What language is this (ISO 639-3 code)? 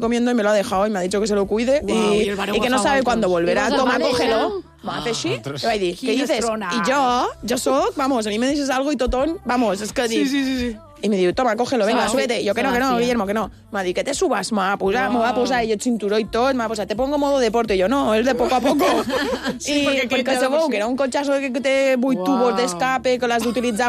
cat